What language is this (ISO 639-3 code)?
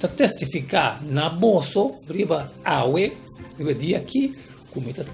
pap